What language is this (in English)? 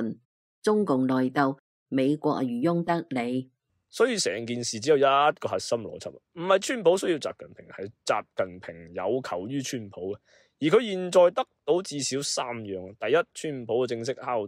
Cantonese